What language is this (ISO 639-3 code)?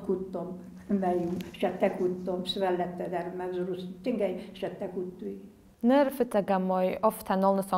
oss